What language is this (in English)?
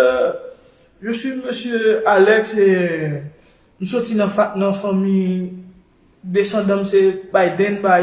Haitian Creole